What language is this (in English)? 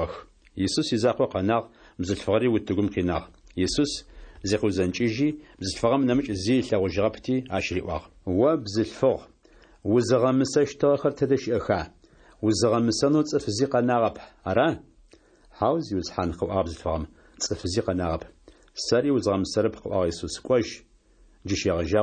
Adyghe